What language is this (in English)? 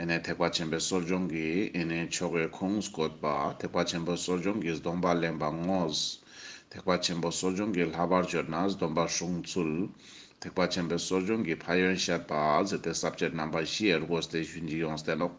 Ladakhi